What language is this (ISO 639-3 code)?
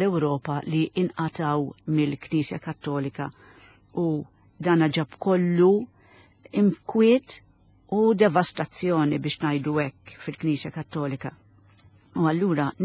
mlt